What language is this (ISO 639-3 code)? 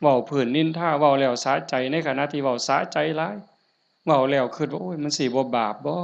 tts